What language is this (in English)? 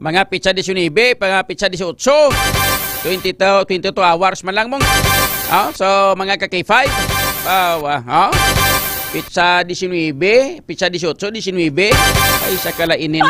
Hiligaynon